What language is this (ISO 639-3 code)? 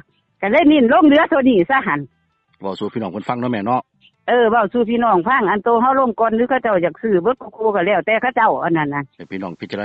tts